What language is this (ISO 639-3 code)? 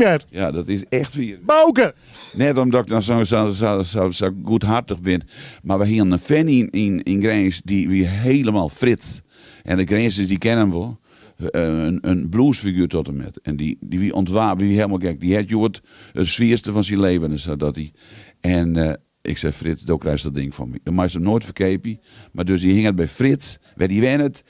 fry